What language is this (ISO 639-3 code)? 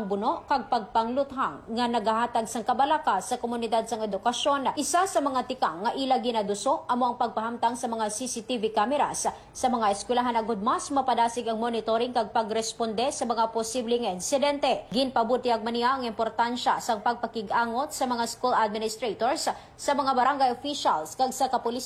hil